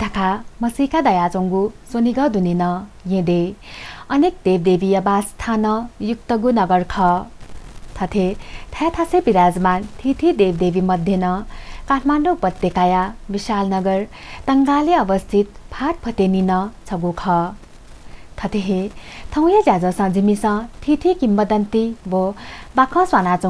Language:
Newari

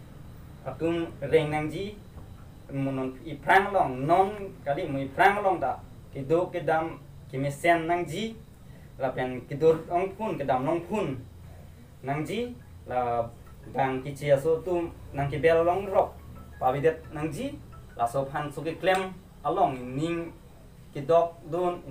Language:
Karbi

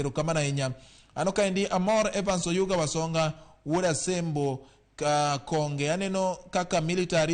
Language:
Luo (Kenya and Tanzania)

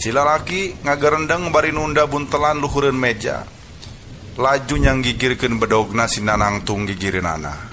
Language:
Sundanese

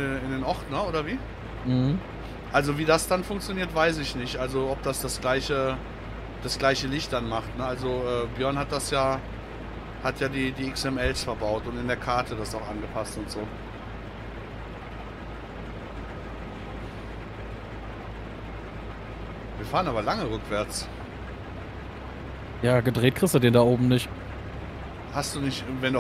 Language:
German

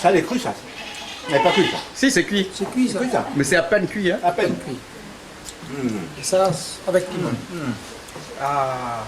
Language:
Réunion Creole French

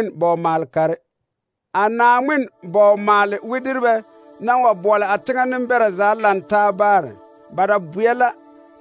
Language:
Southern Dagaare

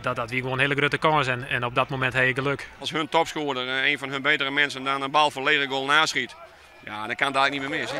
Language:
Western Frisian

